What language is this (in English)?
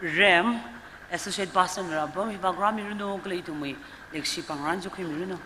Tangkhul Naga (India)